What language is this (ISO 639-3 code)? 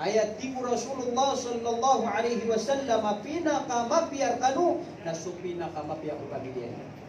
mrw